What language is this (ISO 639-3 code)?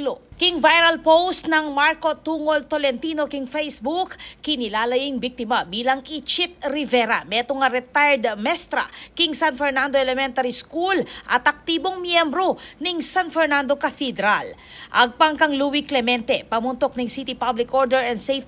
pam